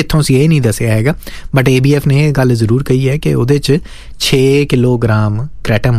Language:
Punjabi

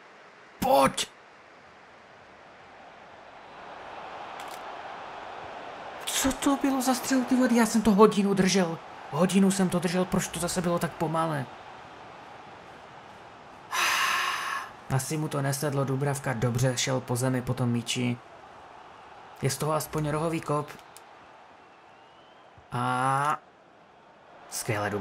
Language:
Czech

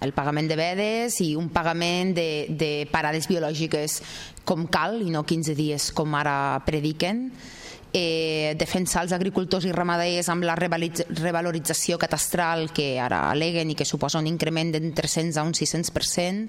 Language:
Catalan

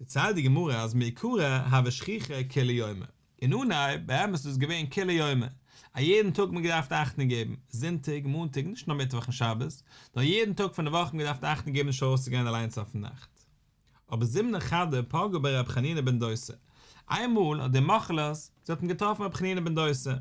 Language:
Yiddish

